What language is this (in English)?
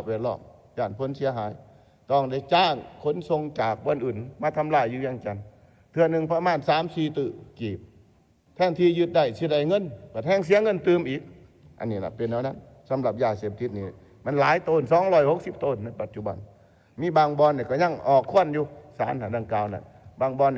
Lao